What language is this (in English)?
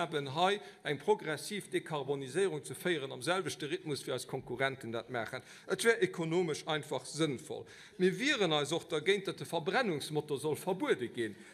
Luxembourgish